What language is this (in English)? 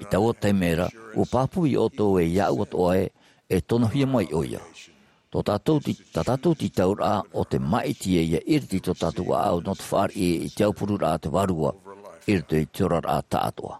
Tahitian